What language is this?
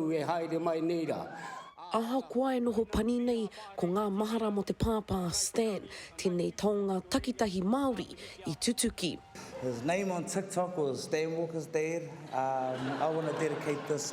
Māori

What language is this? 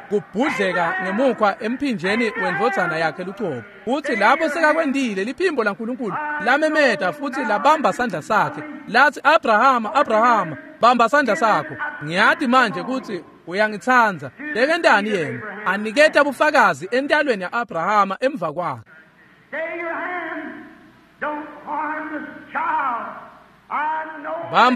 Swati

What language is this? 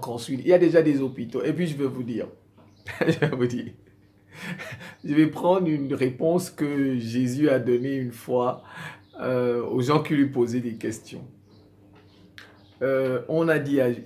French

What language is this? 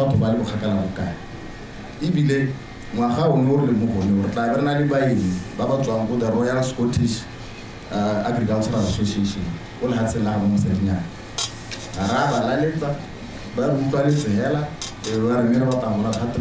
Tswana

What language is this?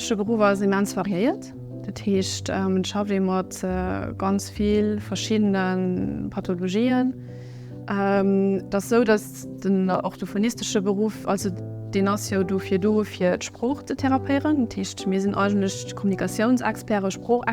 Luxembourgish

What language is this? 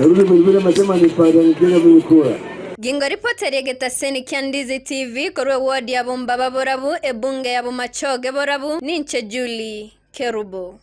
Gusii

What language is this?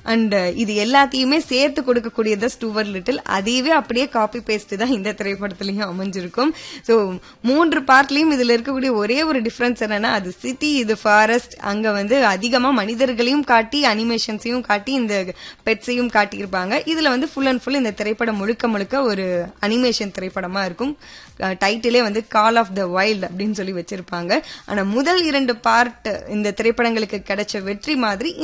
Tamil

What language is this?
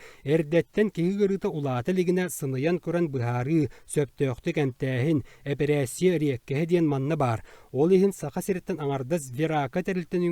Yakut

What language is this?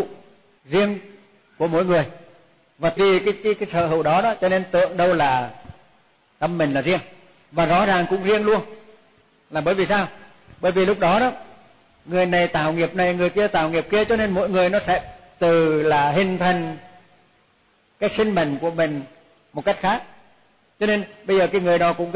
Vietnamese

